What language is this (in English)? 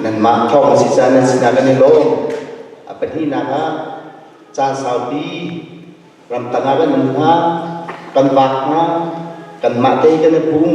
Hakha Chin